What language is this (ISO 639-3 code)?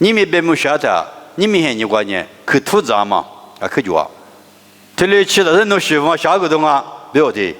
lis